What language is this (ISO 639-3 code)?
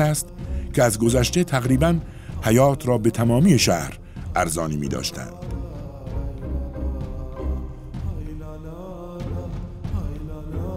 fas